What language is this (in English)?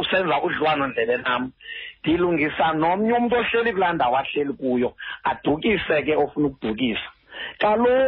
Xhosa